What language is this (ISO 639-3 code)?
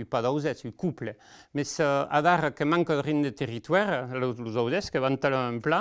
oci